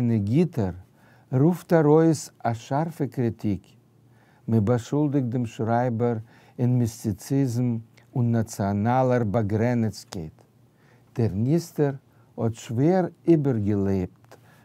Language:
Yiddish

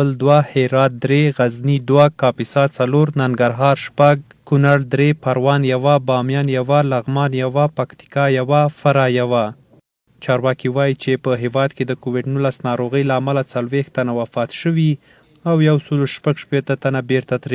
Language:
Pashto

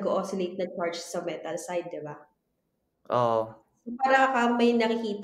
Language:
Filipino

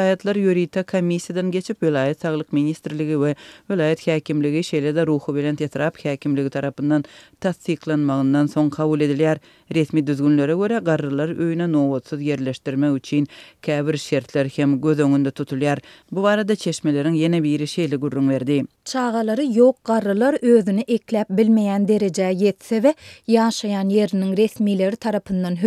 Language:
Turkmen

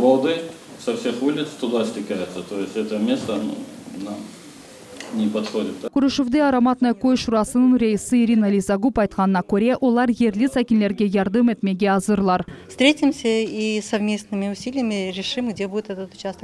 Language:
Crimean Tatar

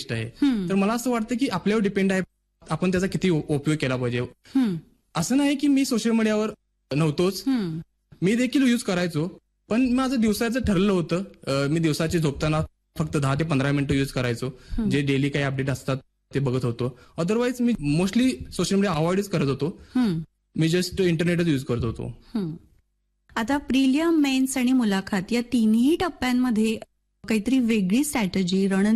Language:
Marathi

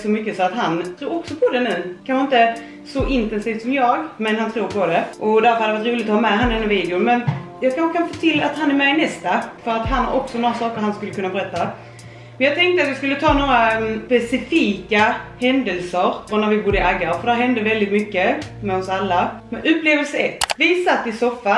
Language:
Swedish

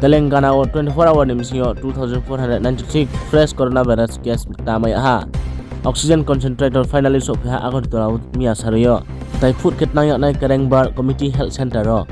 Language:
Riang (India)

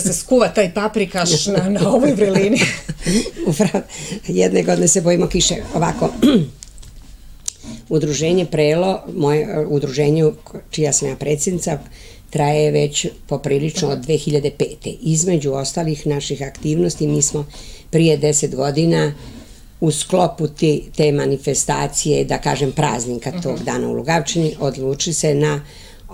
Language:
Serbian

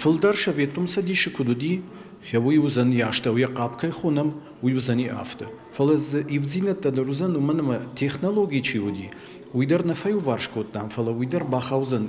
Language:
Ossetic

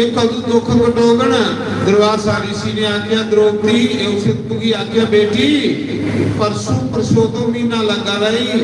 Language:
Dogri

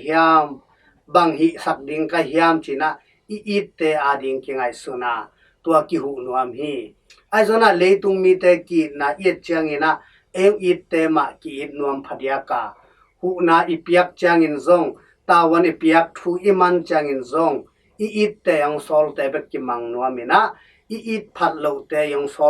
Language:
Tedim Chin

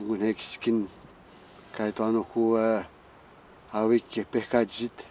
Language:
Atikamekw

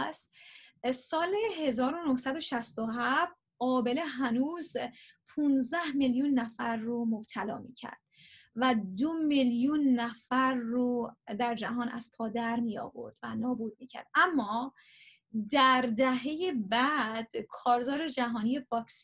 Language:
Persian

